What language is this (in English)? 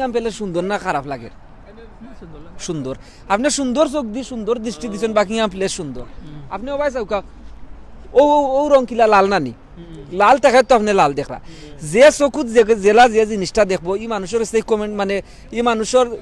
Sylheti